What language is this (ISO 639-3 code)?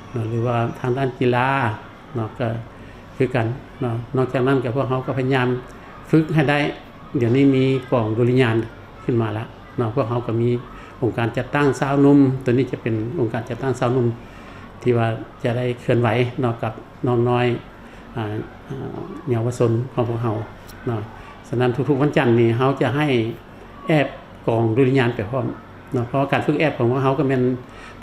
lao